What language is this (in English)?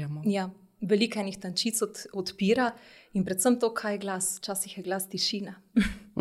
Slovenian